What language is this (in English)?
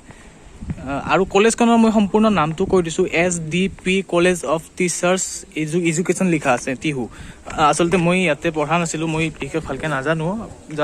Assamese